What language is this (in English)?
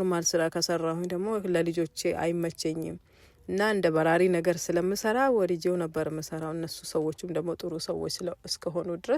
Amharic